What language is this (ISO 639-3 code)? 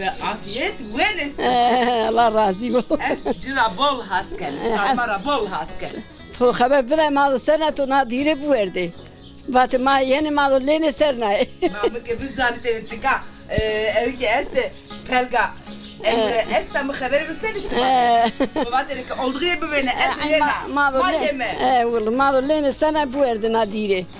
zza